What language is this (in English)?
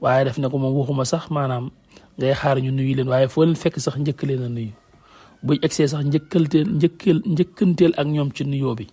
Wolof